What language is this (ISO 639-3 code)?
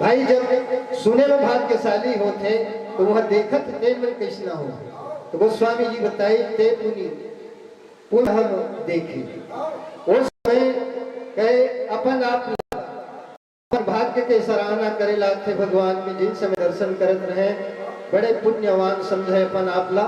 hne